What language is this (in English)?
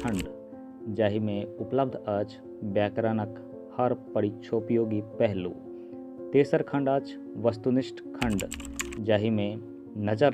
Maithili